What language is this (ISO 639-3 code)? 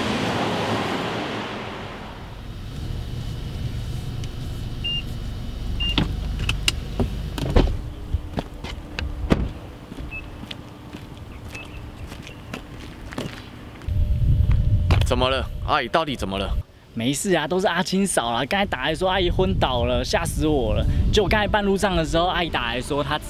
zho